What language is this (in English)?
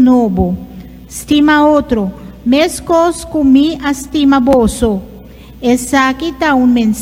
Papiamento